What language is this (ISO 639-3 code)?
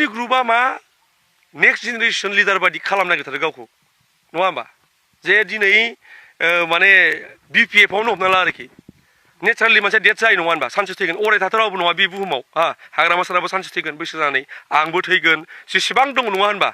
brx